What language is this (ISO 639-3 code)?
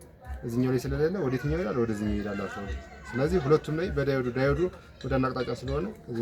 amh